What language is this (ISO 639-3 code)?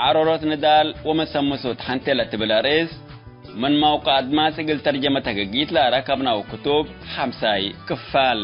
tig